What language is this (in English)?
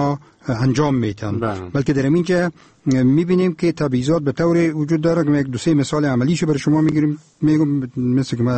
Persian